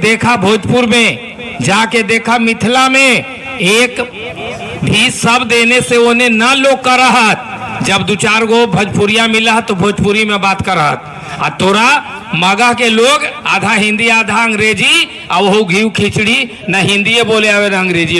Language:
Magahi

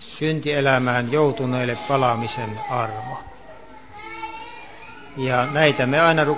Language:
Finnish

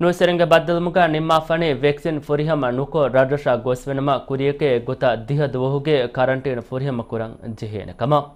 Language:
Divehi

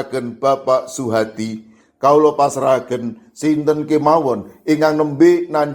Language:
Javanese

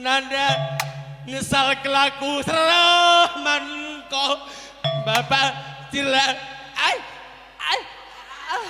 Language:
Batak Karo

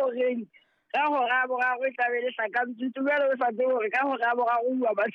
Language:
Southern Sotho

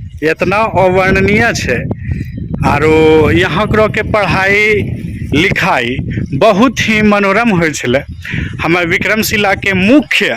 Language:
Angika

